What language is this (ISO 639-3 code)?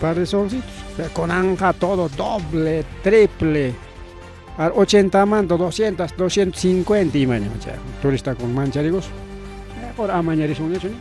quy